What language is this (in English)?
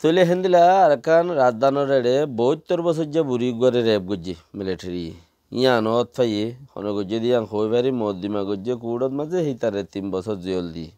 Rohingya